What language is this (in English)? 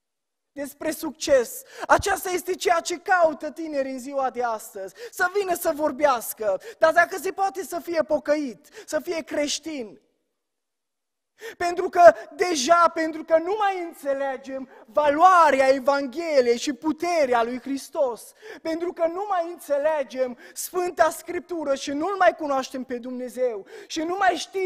Romanian